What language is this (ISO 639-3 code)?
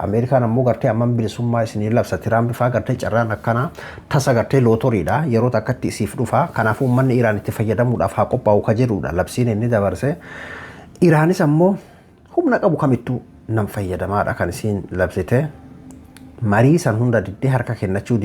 orm